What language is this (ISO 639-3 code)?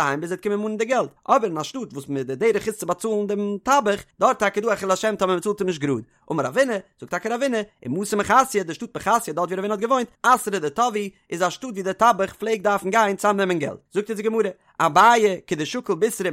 yid